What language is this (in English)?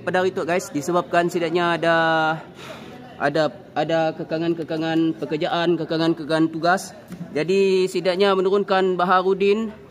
Malay